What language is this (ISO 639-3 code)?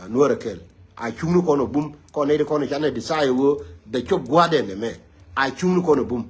nus